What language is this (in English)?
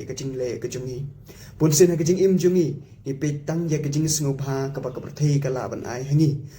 Khasi